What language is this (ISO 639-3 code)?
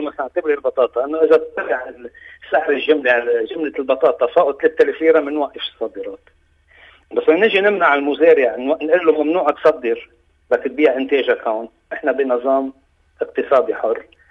apc